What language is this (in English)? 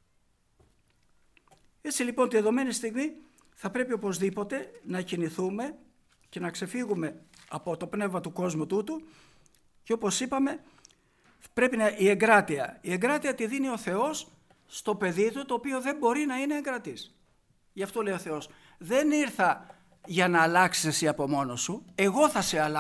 Greek